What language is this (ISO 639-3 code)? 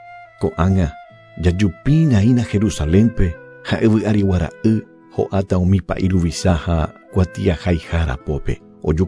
grn